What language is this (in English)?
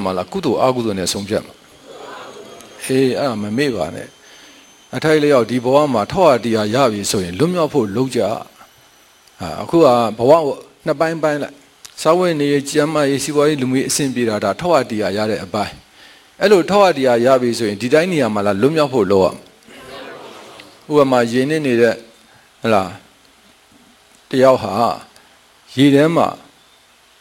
Burmese